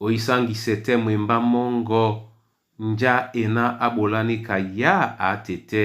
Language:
Duala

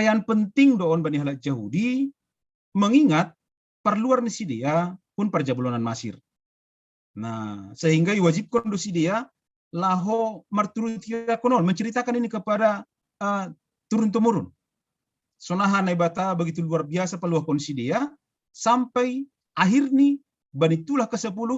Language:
Batak Simalungun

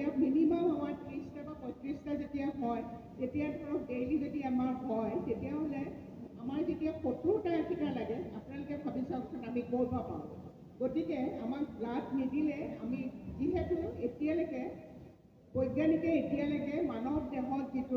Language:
Assamese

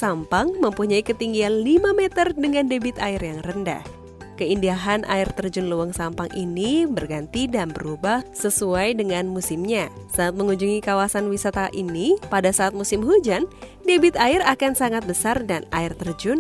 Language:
Indonesian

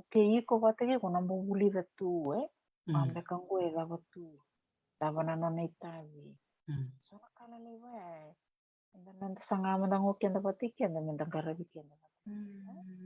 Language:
Fijian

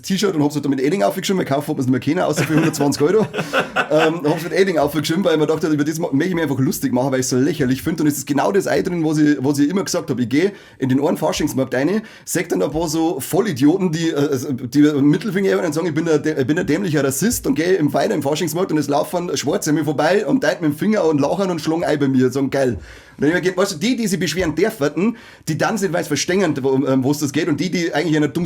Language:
Bavarian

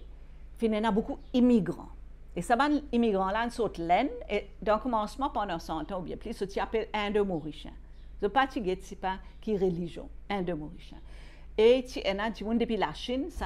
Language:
Morisyen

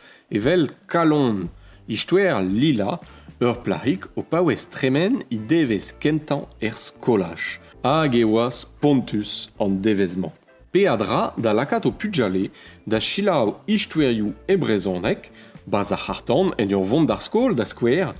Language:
Breton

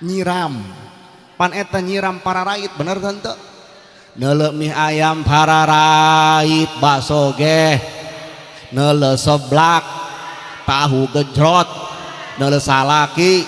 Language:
Sundanese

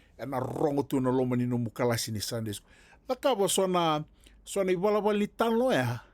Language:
Fijian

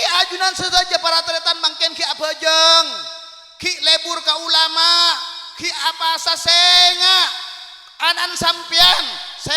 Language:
Madurese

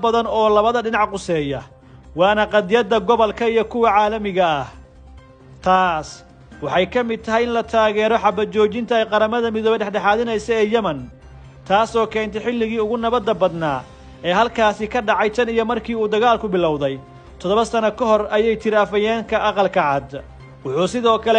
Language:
Somali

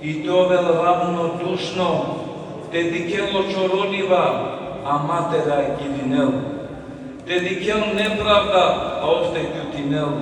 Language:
Balkan Romani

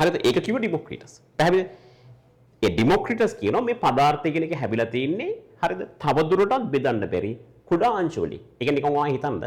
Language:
Sinhala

